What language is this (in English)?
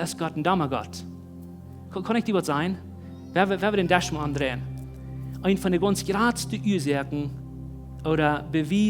Plautdietsch